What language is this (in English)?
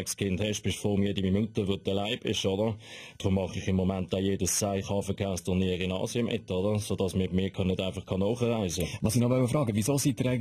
Swiss German